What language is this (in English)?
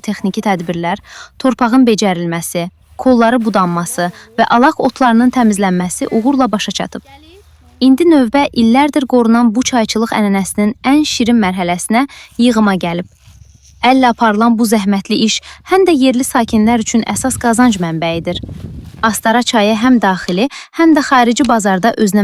Azerbaijani